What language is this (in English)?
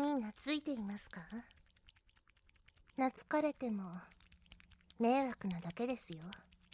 Japanese